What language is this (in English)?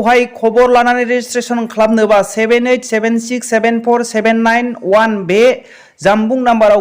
Bodo